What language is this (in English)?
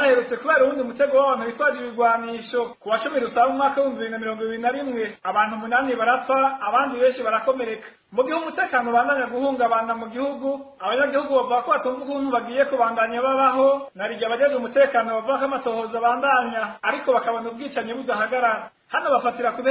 Rundi